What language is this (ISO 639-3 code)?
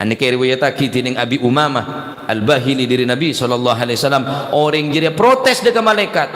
mad